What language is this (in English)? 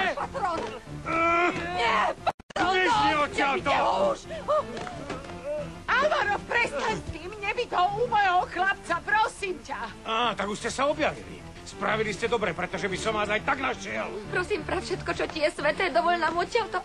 Slovak